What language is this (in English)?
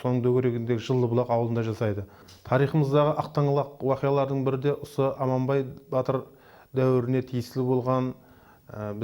Kara-Kalpak